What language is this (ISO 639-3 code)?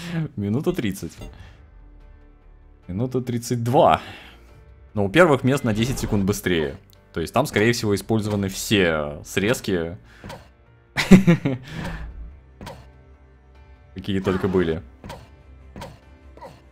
rus